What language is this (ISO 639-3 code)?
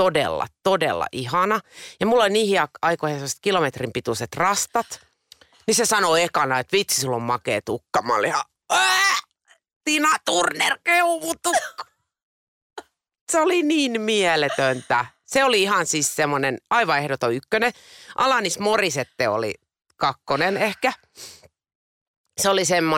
fin